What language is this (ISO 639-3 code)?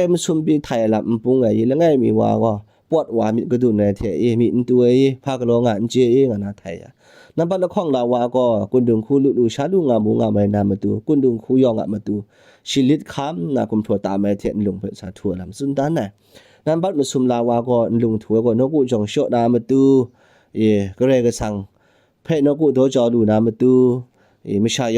kac